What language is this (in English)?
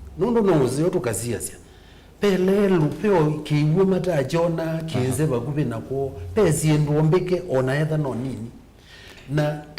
Kamba